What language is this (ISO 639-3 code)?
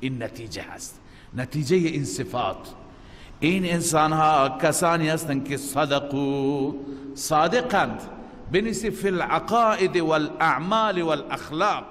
fas